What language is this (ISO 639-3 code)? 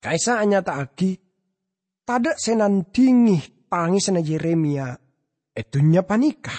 mad